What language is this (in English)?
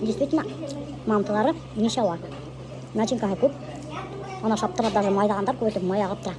Bashkir